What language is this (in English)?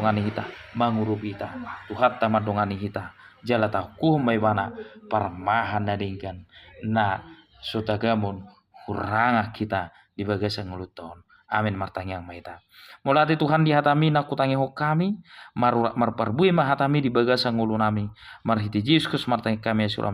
Batak Toba